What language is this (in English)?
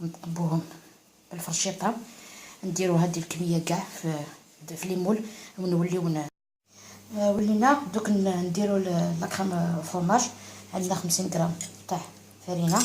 Algerian Arabic